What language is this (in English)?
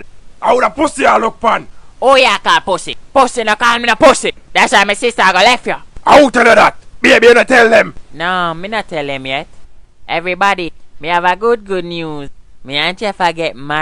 Jamaican Creole English